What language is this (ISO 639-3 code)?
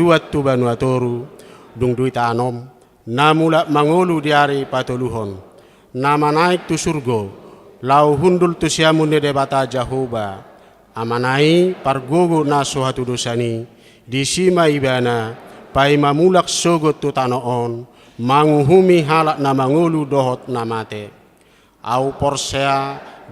bbc